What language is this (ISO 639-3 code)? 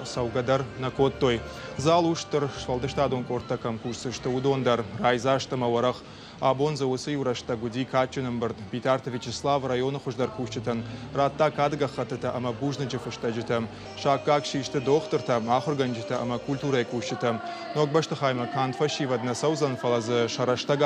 oss